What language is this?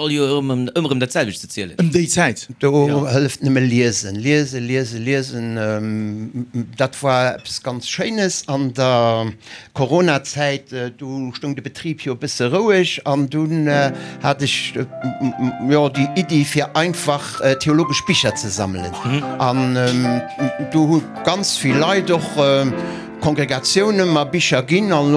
Luxembourgish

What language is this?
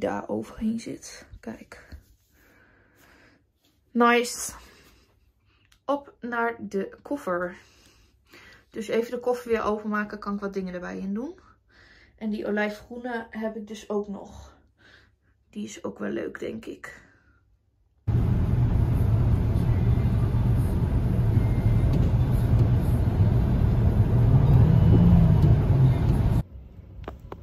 Dutch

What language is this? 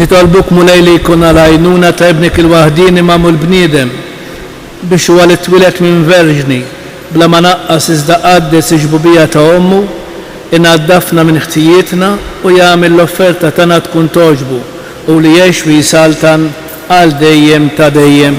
Maltese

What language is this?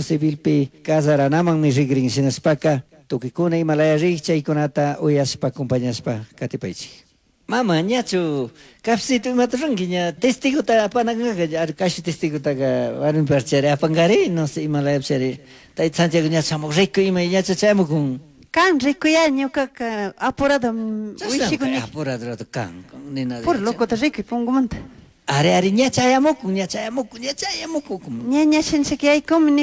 Chimborazo Highland Quichua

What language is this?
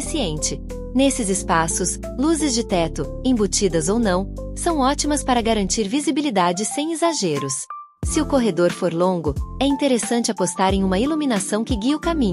Portuguese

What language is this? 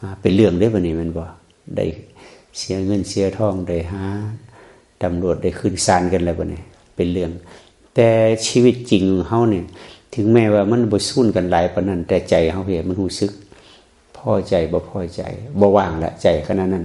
Northeastern Thai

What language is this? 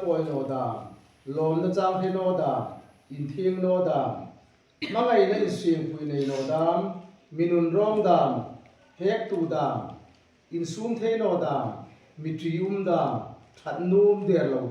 Hmar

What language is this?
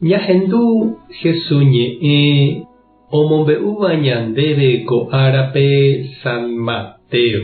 Guarani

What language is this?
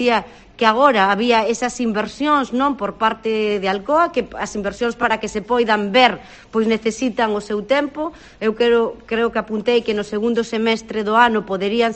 Galician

